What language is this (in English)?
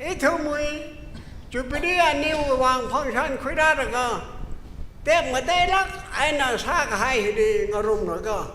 Tangkhul Naga (India)